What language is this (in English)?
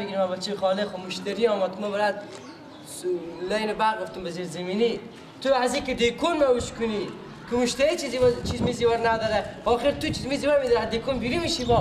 Persian